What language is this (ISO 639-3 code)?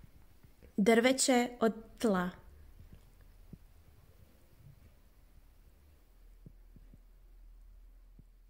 hrv